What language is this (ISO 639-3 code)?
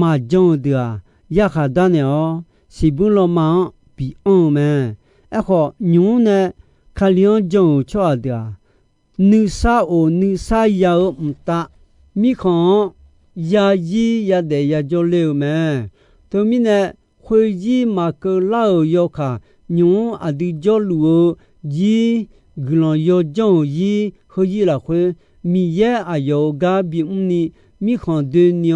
ahk